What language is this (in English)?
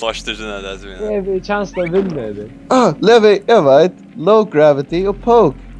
Faroese